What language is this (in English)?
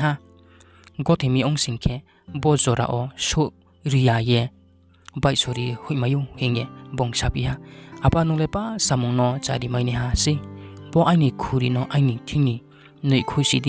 Riang (India)